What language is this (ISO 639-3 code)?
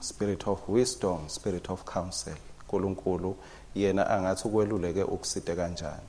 ssw